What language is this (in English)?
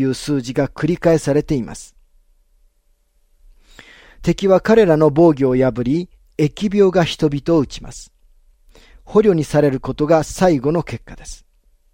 Japanese